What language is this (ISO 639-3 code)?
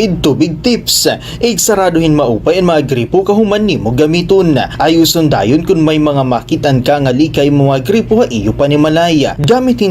war